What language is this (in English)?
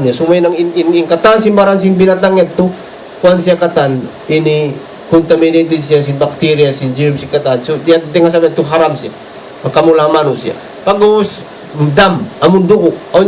Tausug